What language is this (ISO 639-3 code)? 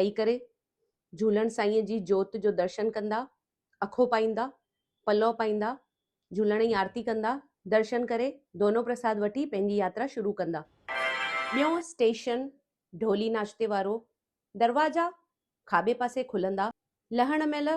snd